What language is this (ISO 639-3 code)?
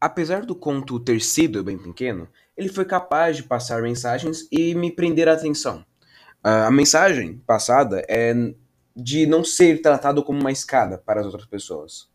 por